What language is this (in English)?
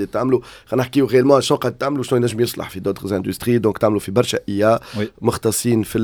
Tunisian Arabic